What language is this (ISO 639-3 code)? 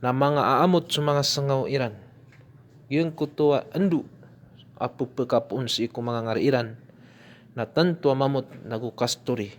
mrw